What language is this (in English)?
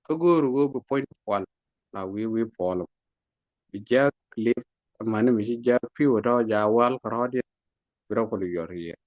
Nuer